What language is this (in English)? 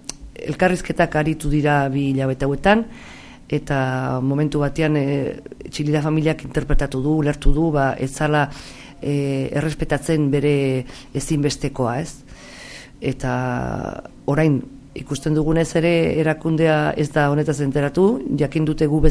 Basque